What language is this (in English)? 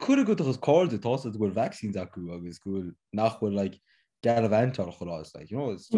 Irish